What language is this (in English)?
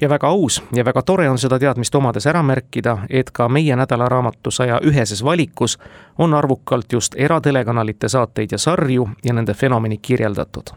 Estonian